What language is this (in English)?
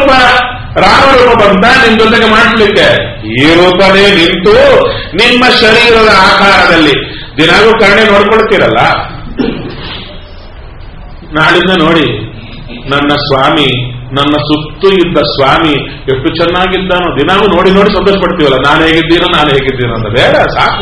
Kannada